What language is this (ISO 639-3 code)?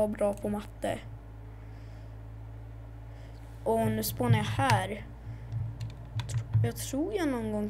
swe